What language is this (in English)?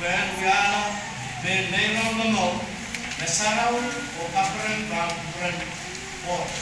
Pohnpeian